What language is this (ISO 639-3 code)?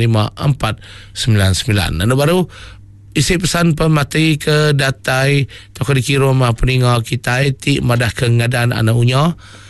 iba